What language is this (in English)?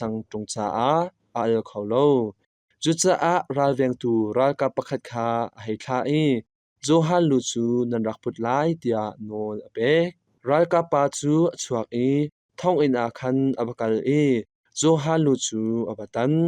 Hakha Chin